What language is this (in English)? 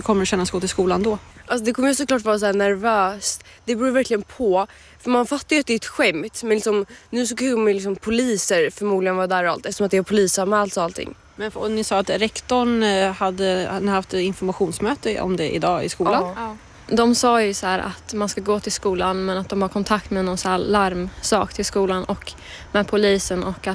Swedish